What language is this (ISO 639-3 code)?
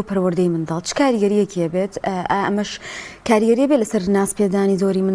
ckb